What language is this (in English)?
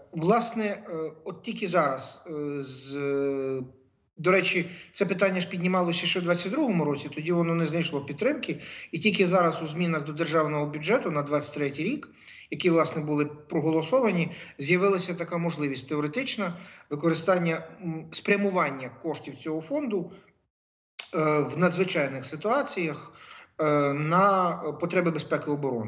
Ukrainian